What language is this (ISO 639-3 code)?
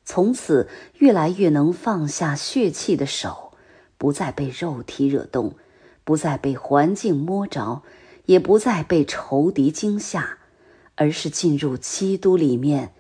zho